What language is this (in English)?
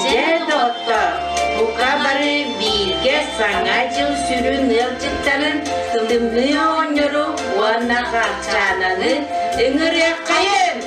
Yakut